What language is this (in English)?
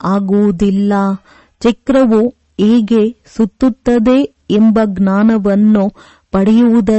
Kannada